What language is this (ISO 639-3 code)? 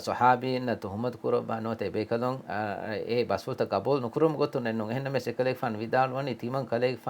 div